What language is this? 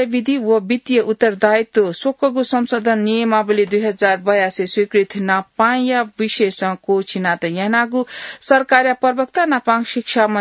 Newari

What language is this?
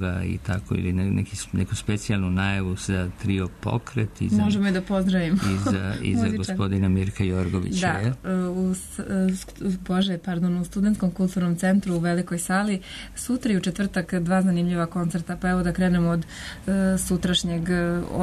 Serbian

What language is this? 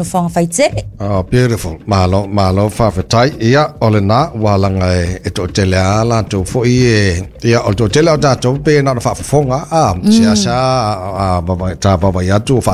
Samoan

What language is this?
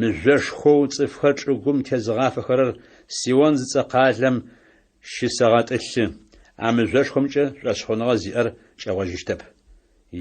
Adyghe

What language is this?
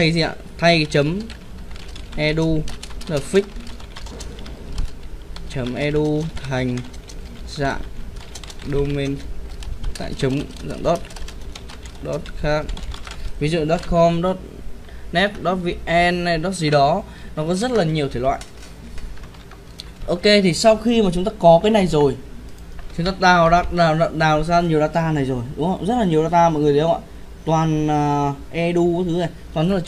Vietnamese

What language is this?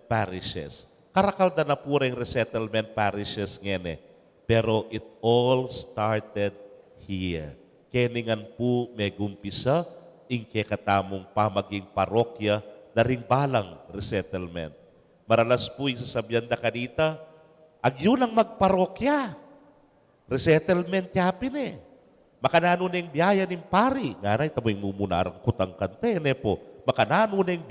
Pampanga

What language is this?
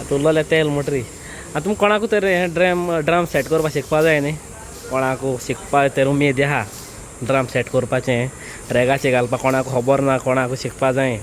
Konkani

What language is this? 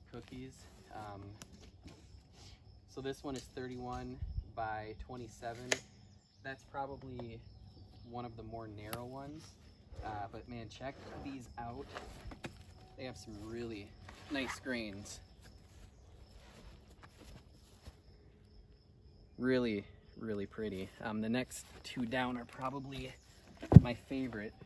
English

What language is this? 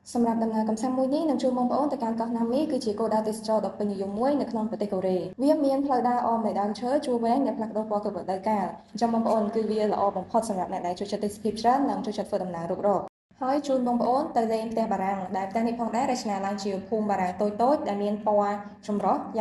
Khmer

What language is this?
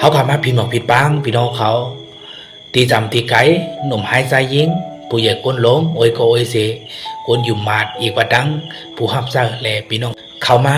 Shan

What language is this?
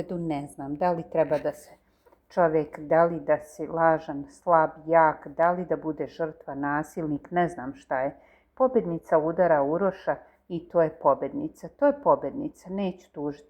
Serbian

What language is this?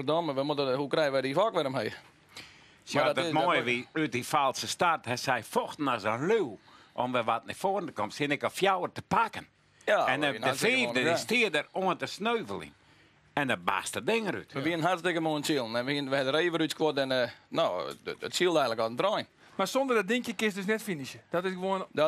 Western Frisian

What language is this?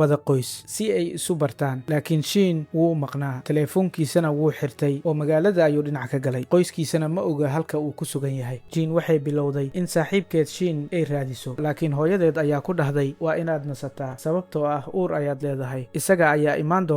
Somali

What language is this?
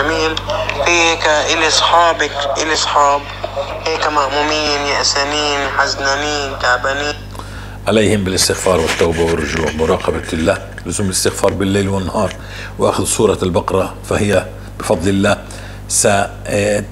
North Levantine Arabic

